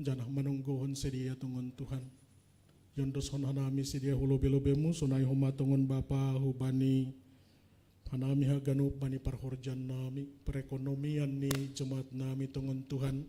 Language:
Batak Simalungun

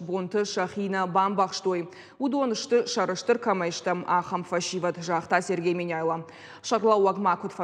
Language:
Ossetic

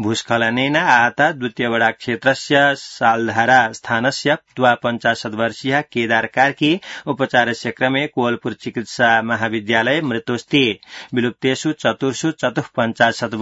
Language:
Sanskrit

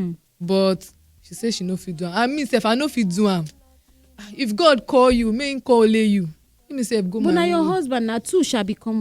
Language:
Nigerian Pidgin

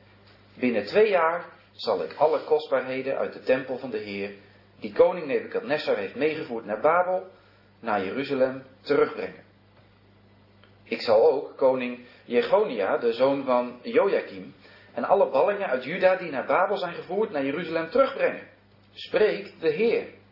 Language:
Dutch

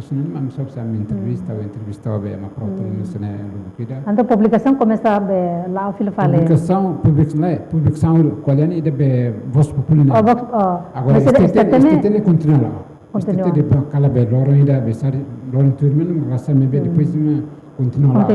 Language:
Tetum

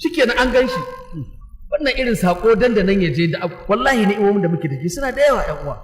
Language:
Hausa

